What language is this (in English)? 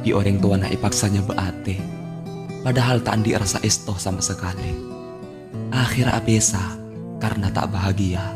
Madurese